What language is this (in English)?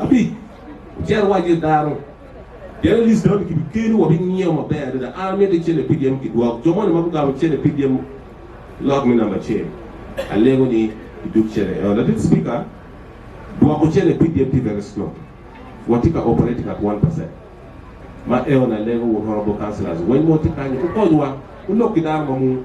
Acoli